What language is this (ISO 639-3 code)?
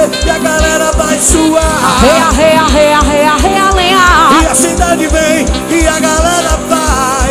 por